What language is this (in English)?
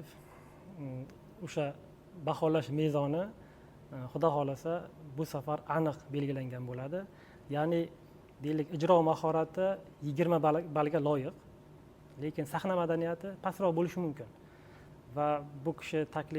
Uzbek